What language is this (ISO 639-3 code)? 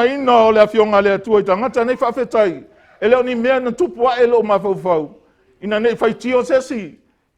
smo